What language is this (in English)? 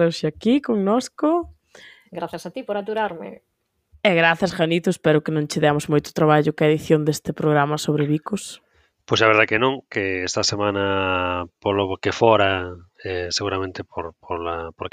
Galician